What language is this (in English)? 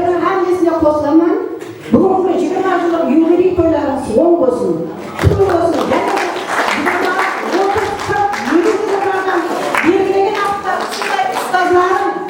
Kara-Kalpak